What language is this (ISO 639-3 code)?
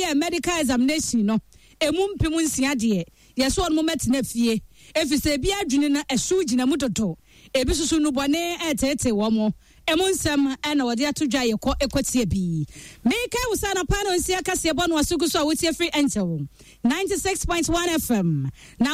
aka